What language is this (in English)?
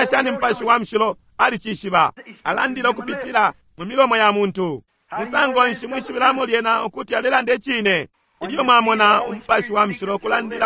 Bemba